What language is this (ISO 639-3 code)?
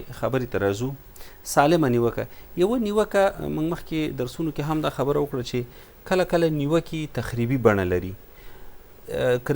pus